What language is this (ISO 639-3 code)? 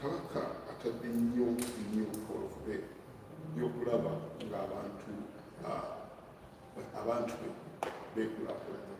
lug